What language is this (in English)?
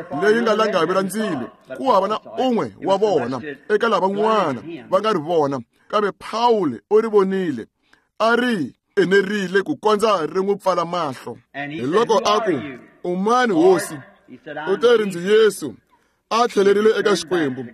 Tsonga